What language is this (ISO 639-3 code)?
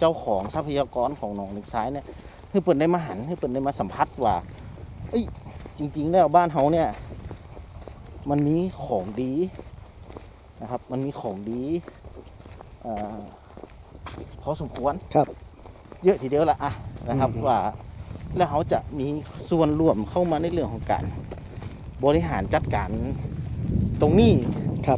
tha